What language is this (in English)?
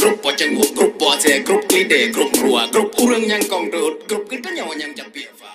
Achinese